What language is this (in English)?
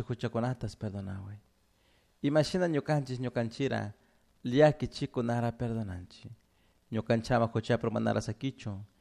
Chimborazo Highland Quichua